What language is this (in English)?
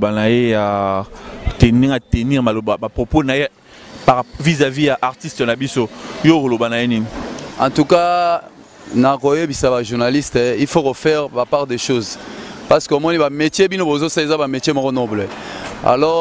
Lingala